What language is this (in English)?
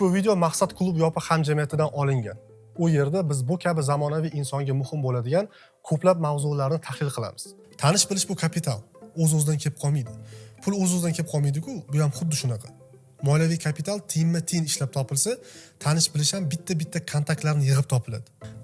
Uzbek